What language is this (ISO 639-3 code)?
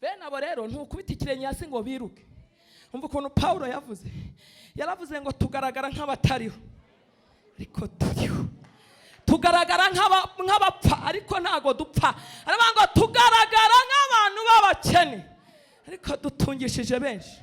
kin